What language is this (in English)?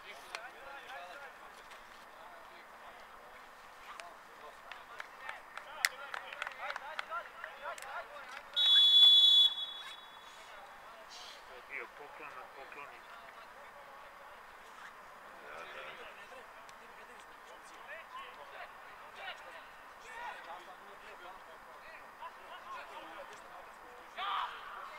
Serbian